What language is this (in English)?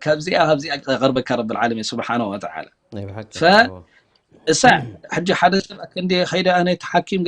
Tigrinya